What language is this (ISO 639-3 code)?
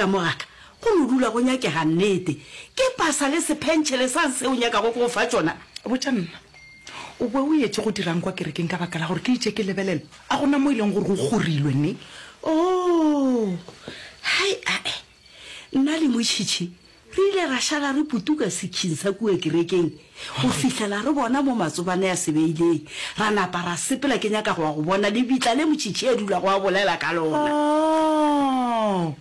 nso